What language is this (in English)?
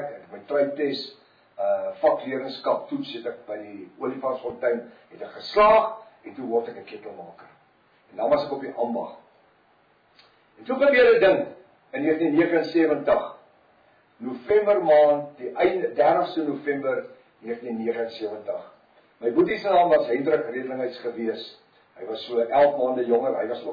Afrikaans